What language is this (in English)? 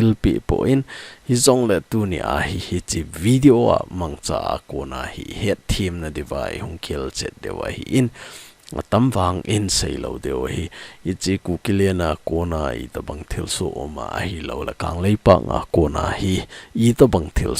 Thado Chin